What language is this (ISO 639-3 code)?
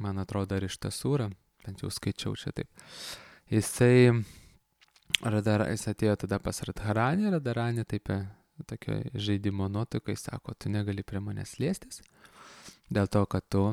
lit